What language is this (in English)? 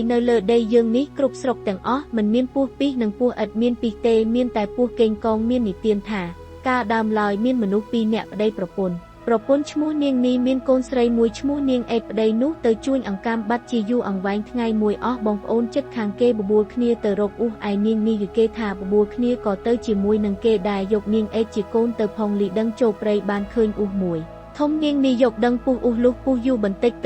Khmer